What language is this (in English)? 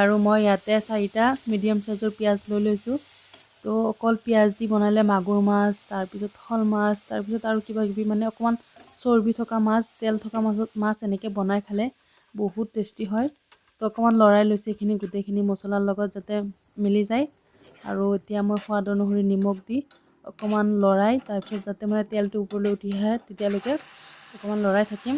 Assamese